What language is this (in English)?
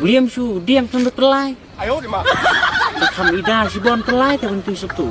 Khasi